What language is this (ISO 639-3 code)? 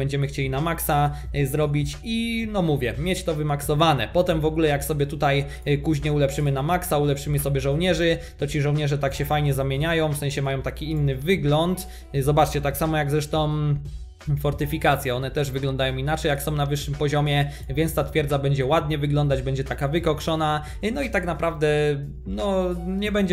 pol